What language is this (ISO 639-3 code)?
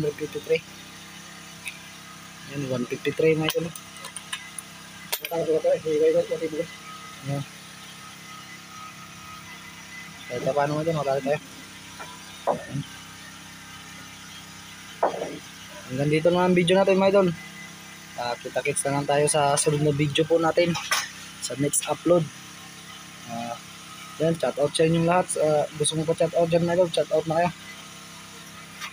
fil